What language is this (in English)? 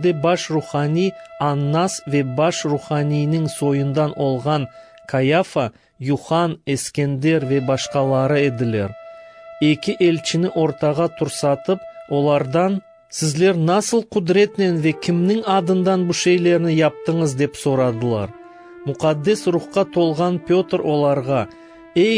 Crimean Tatar